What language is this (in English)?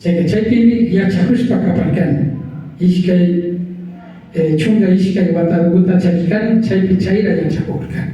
Imbabura Highland Quichua